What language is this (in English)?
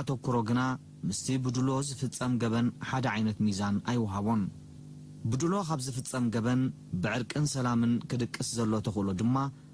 Tigrinya